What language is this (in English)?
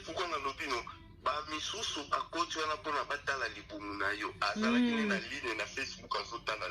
Lingala